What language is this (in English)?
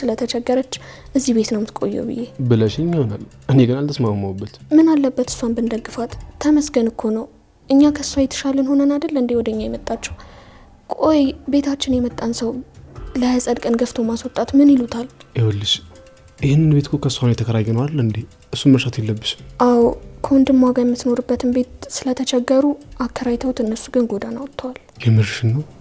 Amharic